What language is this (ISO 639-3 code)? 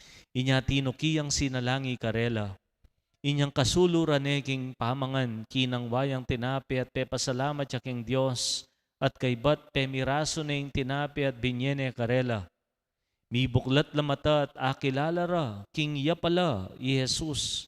pam